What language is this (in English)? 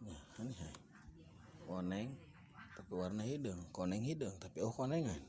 Sundanese